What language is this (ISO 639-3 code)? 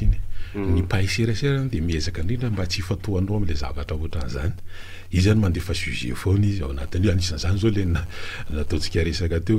mlg